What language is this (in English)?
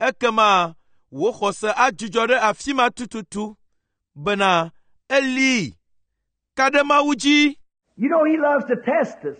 Ewe